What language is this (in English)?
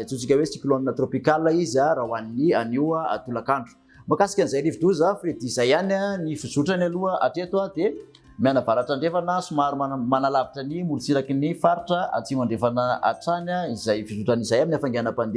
Malagasy